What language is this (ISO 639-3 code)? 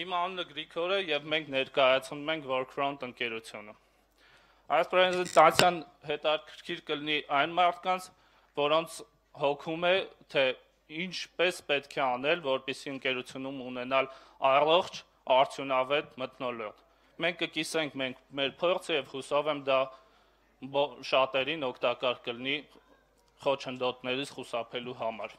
hye